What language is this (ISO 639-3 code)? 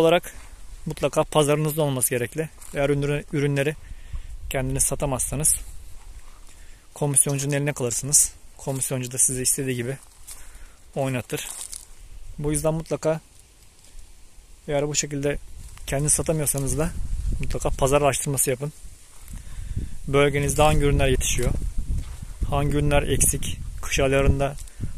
tur